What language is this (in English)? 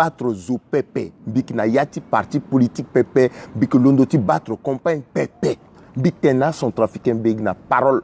Sango